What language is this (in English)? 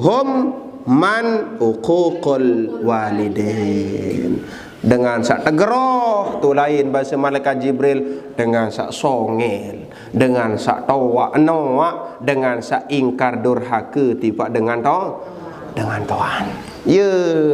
Sasak